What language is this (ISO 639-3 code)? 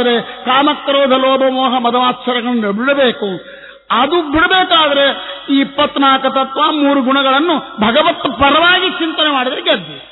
kan